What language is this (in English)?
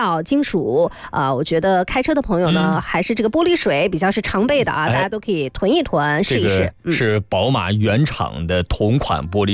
Chinese